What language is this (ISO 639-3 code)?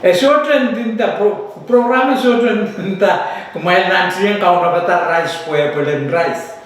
pon